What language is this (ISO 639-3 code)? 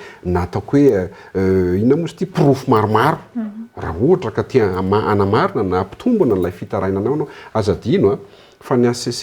mlg